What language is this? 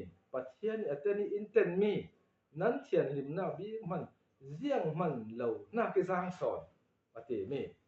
Falam Chin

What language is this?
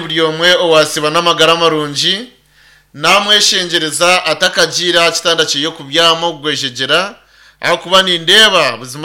Nyankole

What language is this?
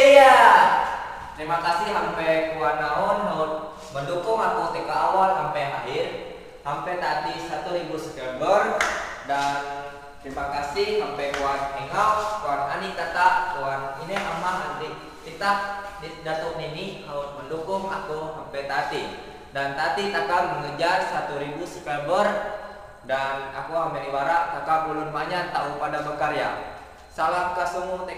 Ma'anyan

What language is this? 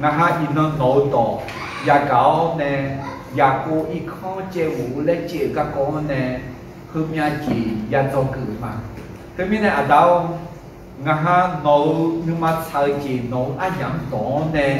Akha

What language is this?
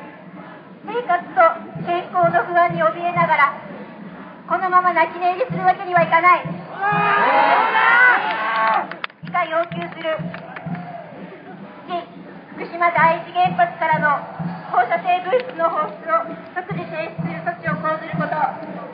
Japanese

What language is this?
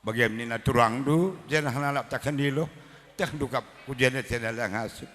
Batak Karo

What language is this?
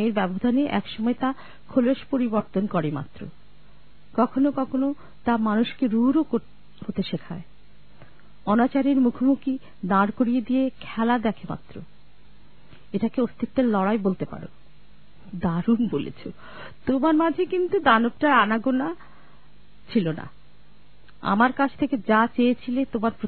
Bangla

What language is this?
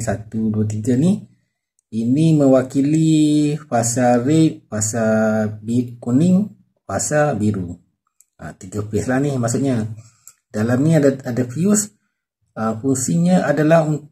Malay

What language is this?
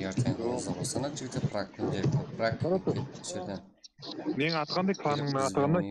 Kara-Kalpak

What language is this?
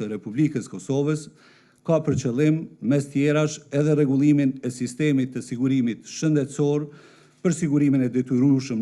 Albanian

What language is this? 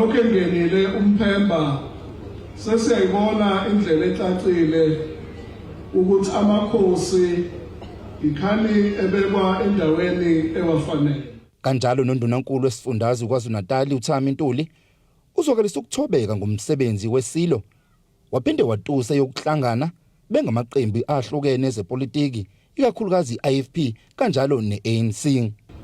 Zulu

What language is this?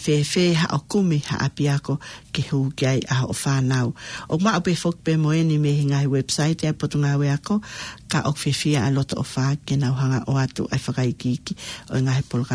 Tongan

